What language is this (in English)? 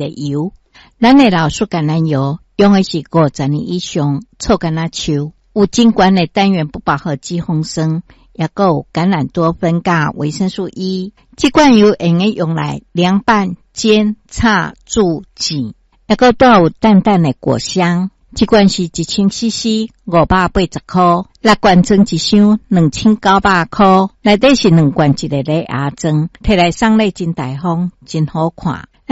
Min Nan Chinese